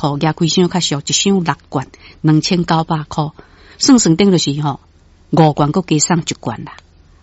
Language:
Min Nan Chinese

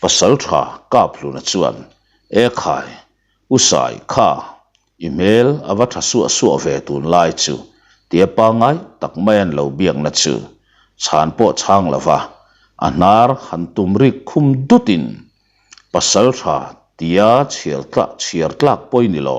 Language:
Mizo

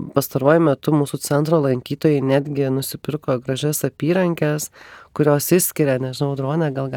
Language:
Lithuanian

